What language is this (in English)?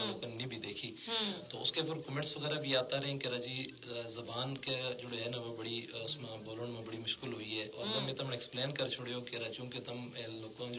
Gujari